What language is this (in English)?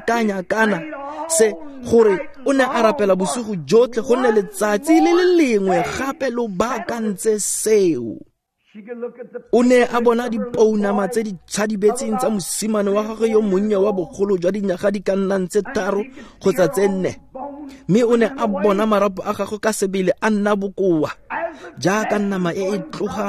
Tswana